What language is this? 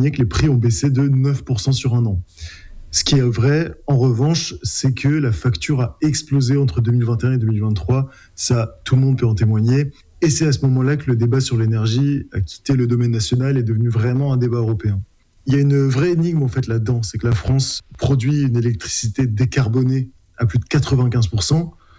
French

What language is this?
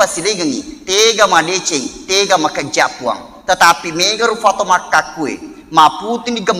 Buginese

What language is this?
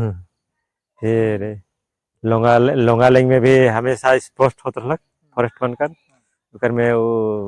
Sadri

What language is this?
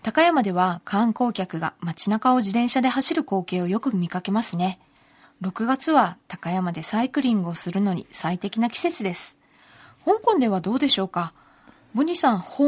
Japanese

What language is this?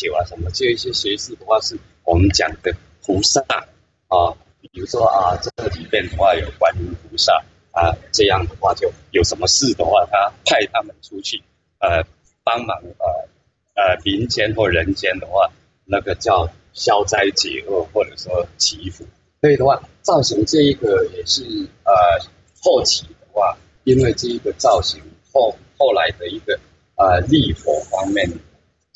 Chinese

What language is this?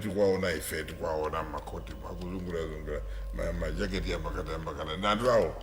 Nyanja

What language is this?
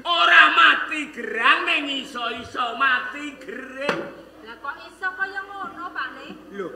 Javanese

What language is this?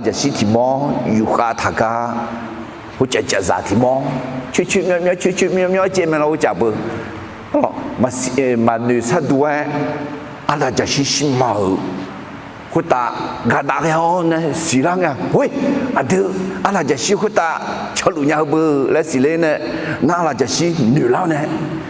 Akha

